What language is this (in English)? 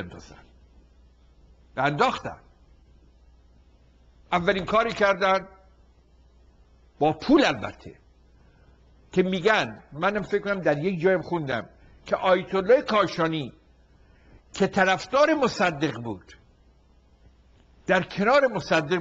Persian